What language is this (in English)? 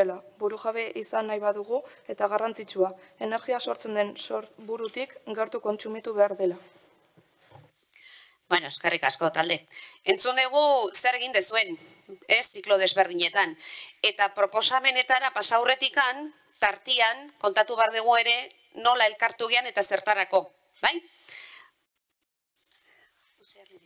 Basque